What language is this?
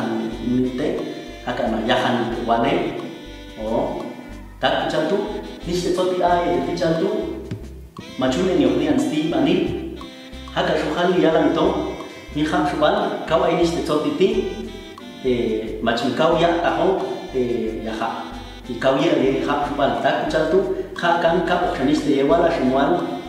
Popti'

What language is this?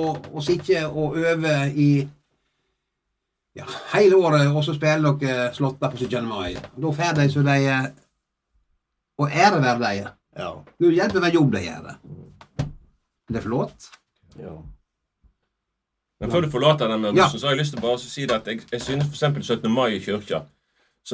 Norwegian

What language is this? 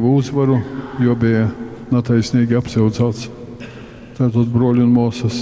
Latgalian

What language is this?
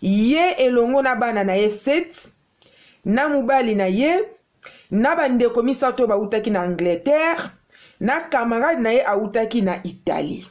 Lingala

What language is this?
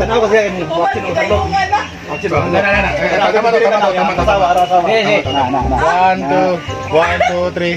Cebuano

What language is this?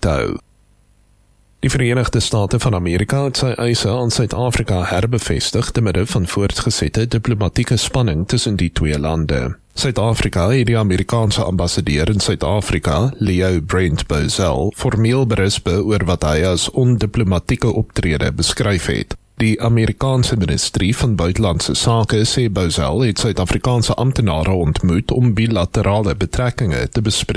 Afrikaans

